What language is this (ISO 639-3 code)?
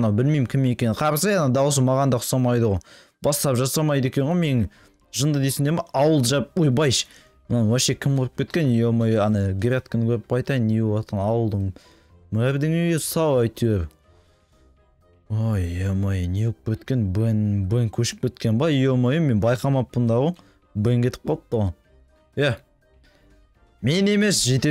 kaz